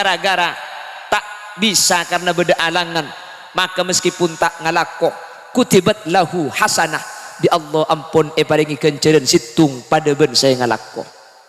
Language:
Madurese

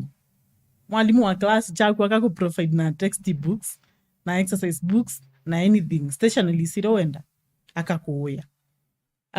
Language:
Kamba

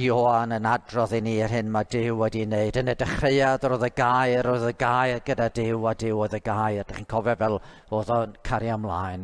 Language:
Welsh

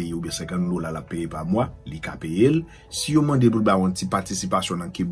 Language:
Haitian Creole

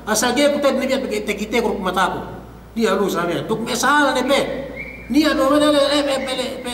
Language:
Yakan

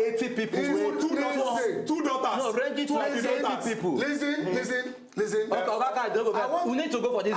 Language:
Nigerian Pidgin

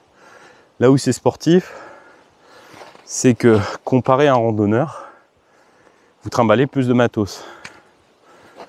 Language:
French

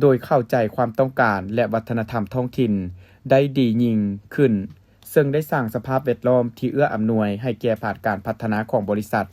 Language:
Lao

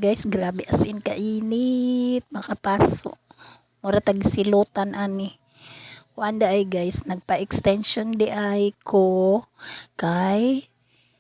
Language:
Cebuano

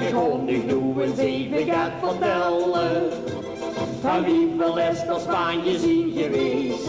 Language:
Limburgish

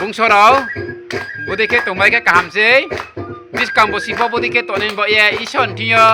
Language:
Riang (India)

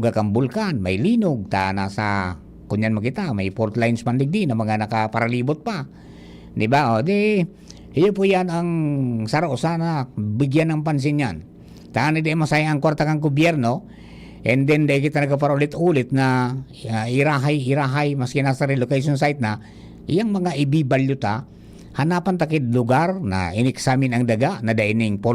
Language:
Bikol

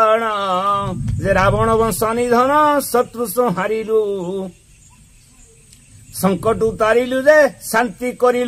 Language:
Odia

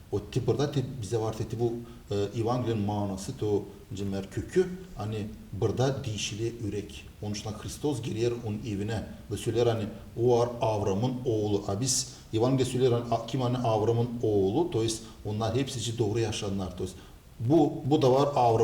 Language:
Gagauz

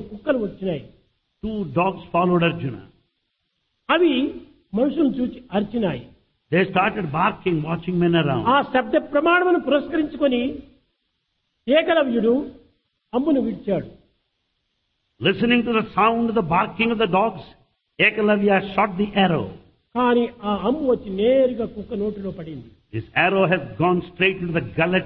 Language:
Telugu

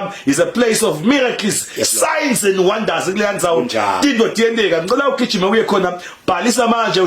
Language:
Zulu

